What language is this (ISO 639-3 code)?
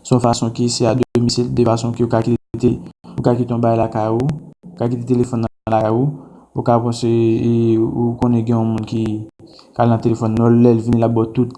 hat